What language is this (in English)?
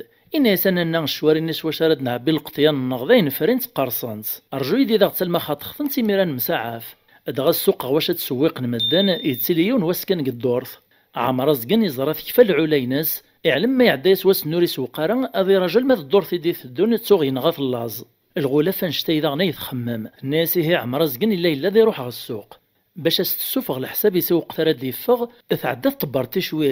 Kabyle